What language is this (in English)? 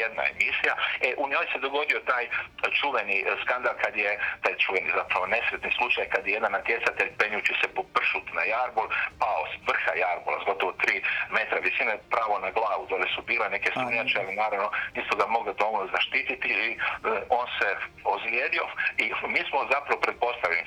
Croatian